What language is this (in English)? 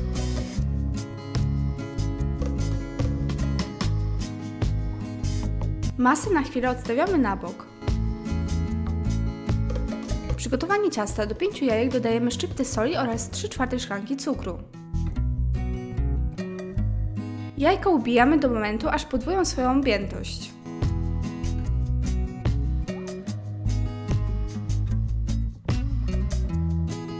Polish